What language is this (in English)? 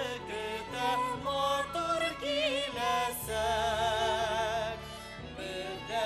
Bashkir